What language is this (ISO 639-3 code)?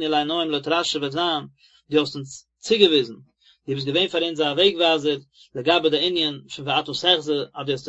yid